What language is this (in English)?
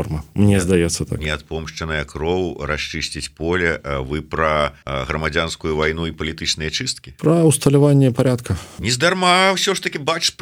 Belarusian